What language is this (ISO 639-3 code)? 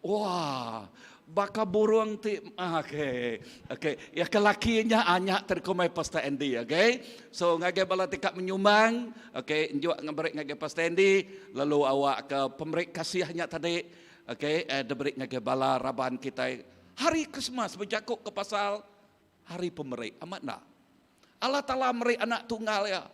iba